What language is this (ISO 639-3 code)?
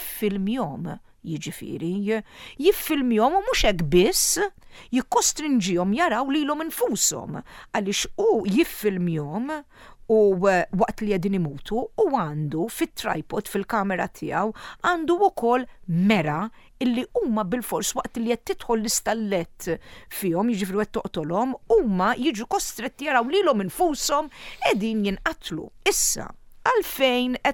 mlt